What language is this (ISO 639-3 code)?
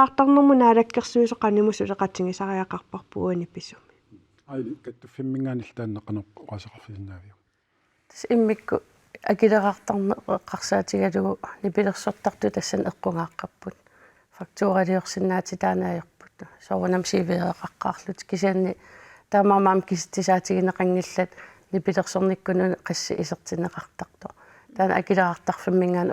kal